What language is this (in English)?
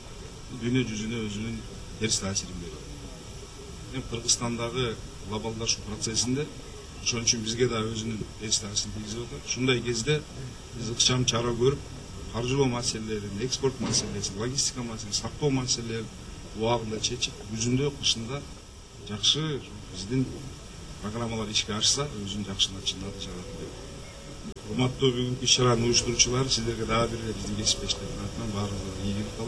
Kyrgyz